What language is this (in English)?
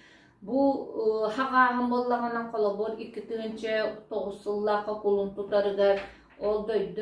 Yakut